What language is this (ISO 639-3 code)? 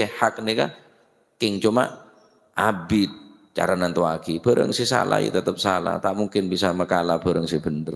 mad